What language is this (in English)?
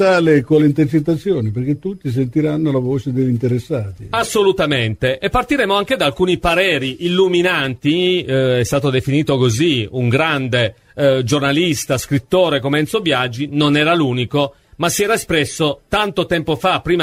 Italian